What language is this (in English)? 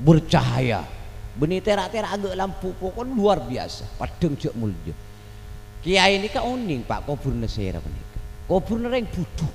Madurese